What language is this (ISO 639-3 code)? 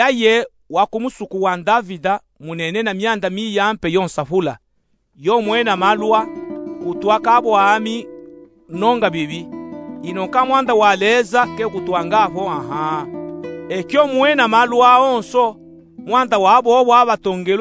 lub